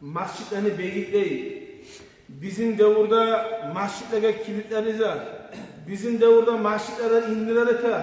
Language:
Kumyk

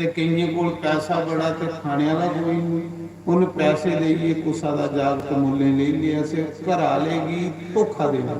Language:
Dogri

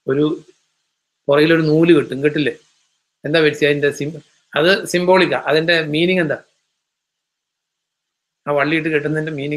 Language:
Malayalam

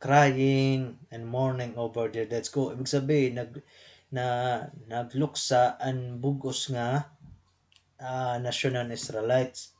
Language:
Waray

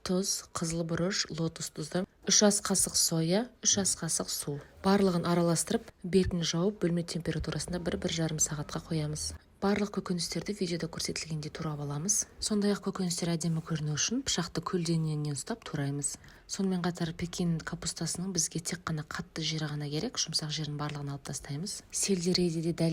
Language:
Kazakh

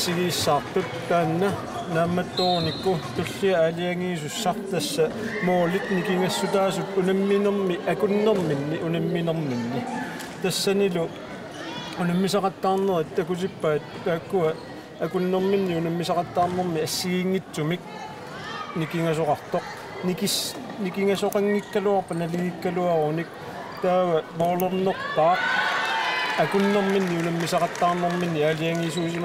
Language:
Kalaallisut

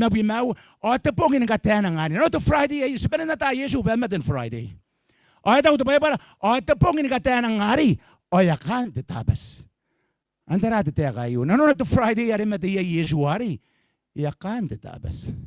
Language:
Gilbertese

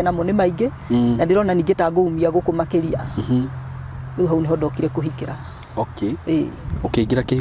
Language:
Kikuyu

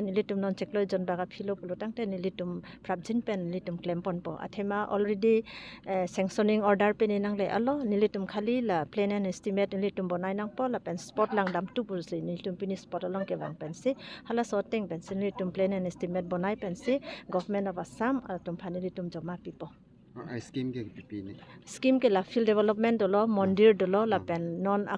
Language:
Karbi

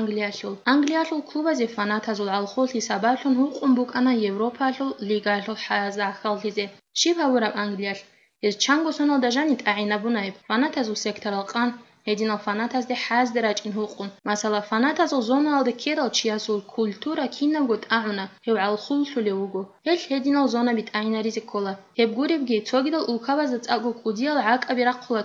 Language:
Avaric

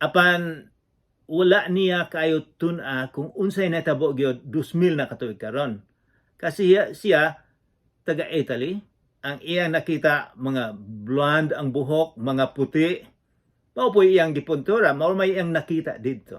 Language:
Cebuano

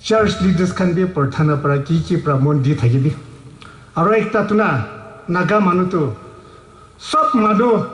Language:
Naga Pidgin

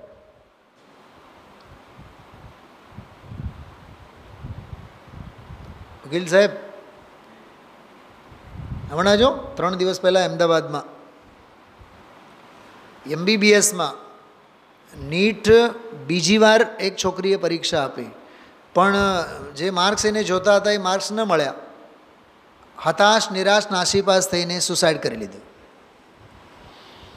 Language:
Gujarati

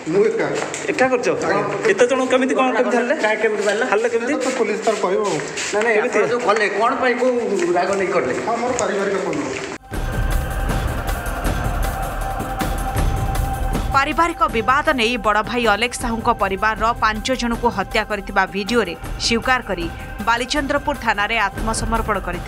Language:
Odia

